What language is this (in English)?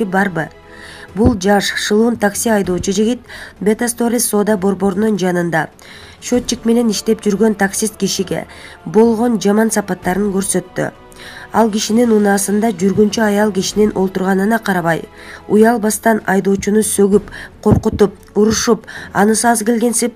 Kyrgyz